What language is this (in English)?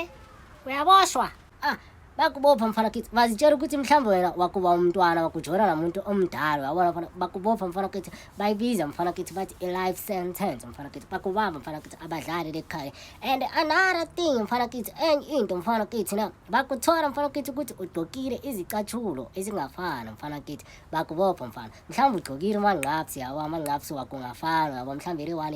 Zulu